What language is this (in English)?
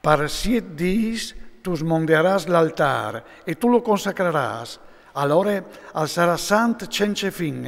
Friulian